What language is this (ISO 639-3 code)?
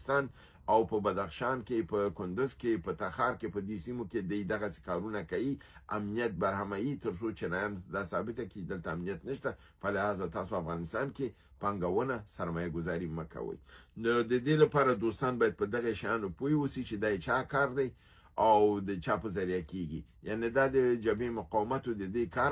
pus